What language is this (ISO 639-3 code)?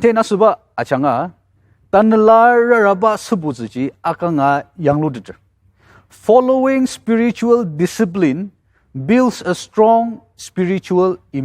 njo